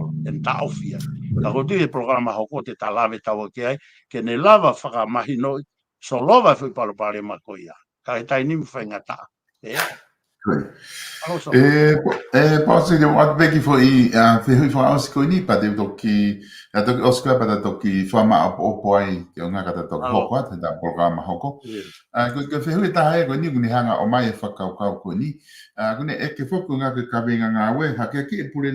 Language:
Tongan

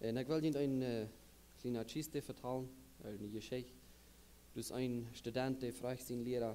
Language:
Plautdietsch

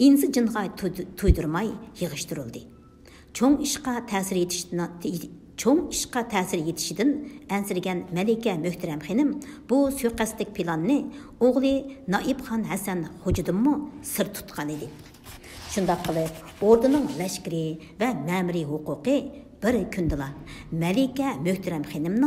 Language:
Uyghur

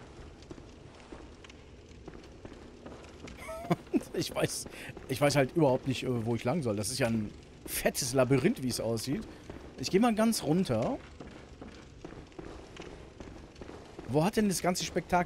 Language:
German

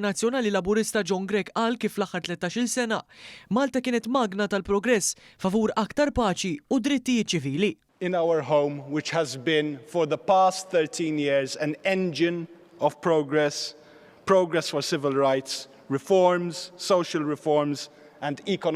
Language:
Maltese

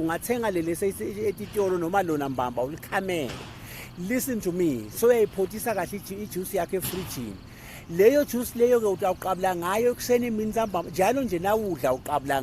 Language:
Swati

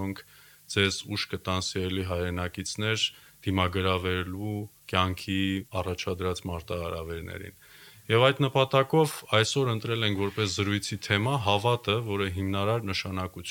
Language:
Armenian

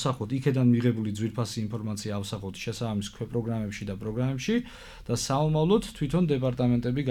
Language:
Georgian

